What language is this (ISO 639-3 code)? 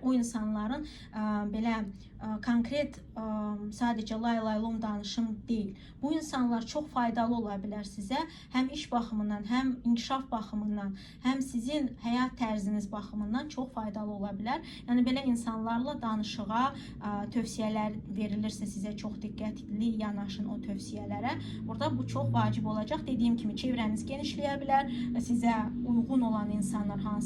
aze